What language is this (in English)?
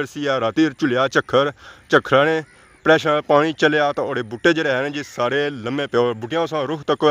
Pahari-Potwari